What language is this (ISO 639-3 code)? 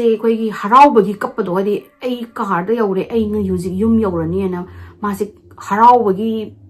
mni